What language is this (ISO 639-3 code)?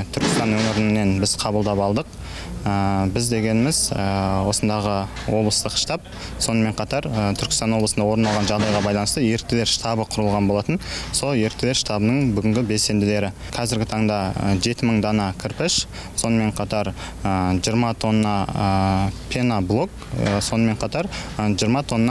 kaz